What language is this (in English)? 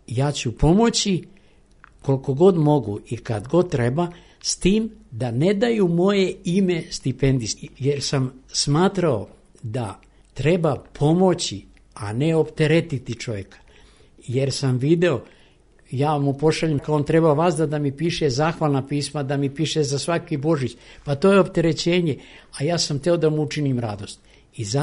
Serbian